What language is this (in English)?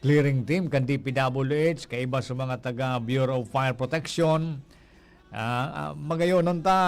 Bikol